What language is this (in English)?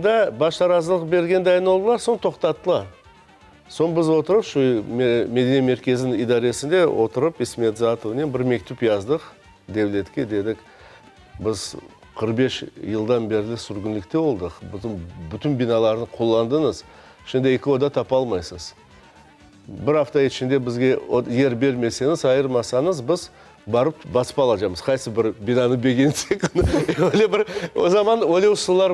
Crimean Tatar